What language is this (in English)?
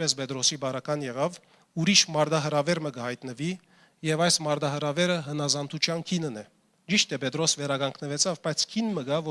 Western Armenian